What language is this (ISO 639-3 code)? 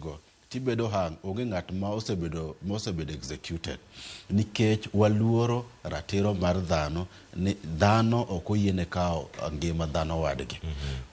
luo